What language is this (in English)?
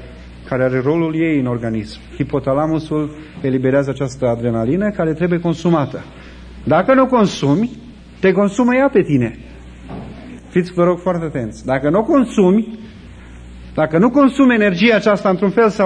Romanian